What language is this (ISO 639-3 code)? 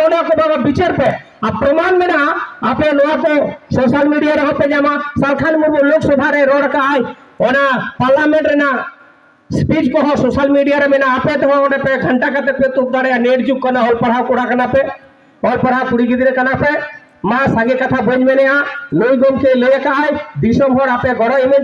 sat